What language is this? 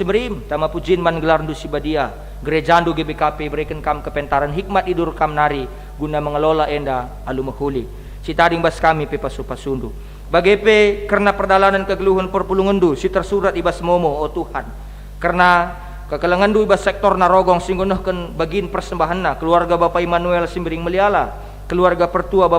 Batak Karo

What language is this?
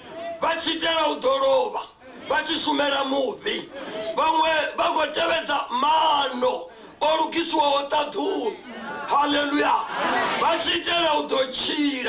Venda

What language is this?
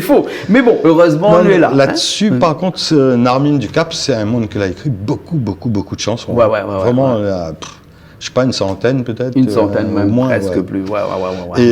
Réunion Creole French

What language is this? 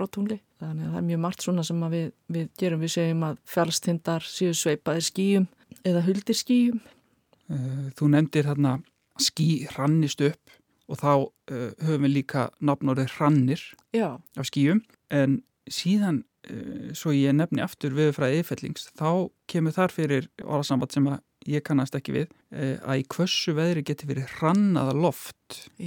Icelandic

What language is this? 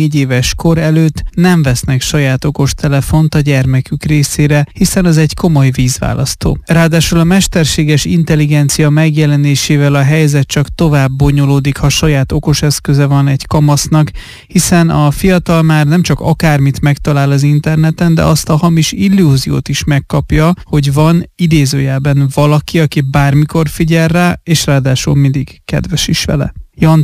Hungarian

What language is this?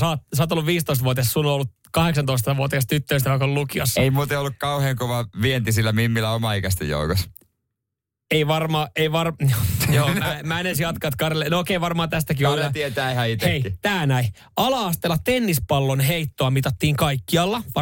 Finnish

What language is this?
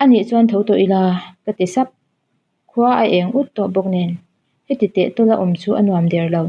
Mizo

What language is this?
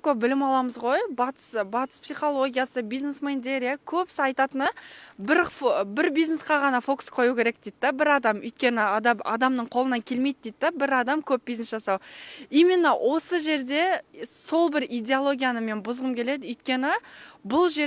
Kazakh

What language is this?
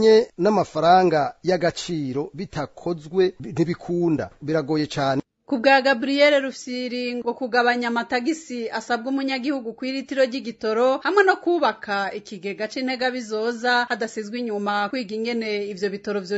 Rundi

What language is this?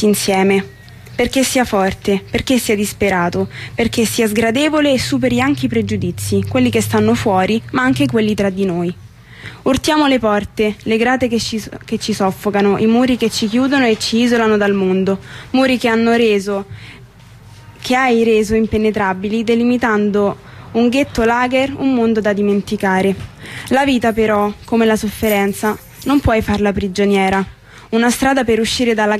Italian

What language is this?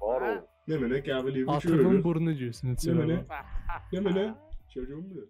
South Azerbaijani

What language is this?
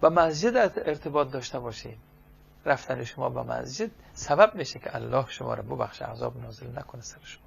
Persian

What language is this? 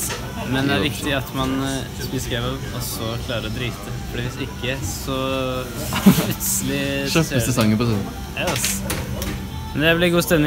Norwegian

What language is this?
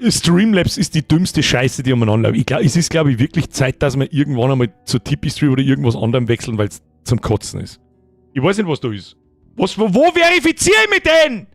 Bavarian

